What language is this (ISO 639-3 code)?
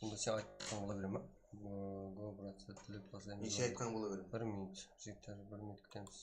kaa